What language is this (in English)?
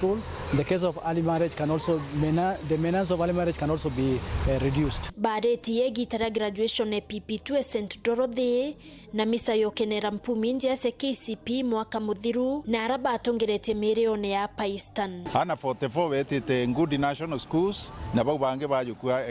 Meru